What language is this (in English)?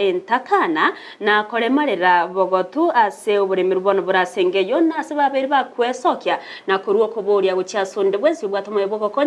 Gusii